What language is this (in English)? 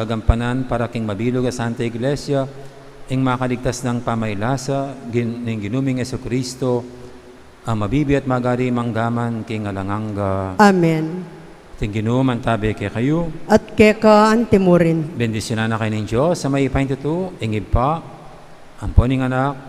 Pampanga